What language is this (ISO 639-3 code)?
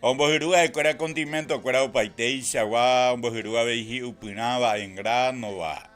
grn